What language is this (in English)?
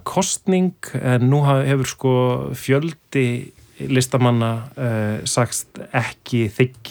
Icelandic